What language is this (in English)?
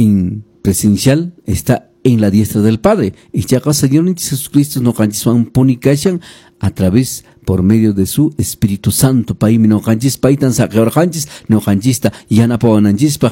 Quechua